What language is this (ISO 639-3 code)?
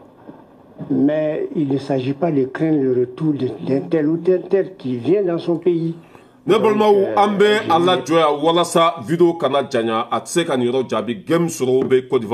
bam